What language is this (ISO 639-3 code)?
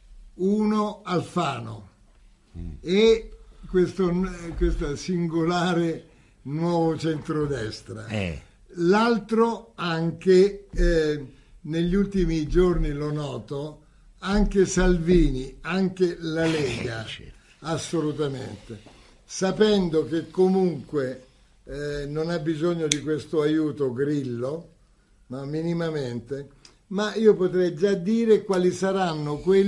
ita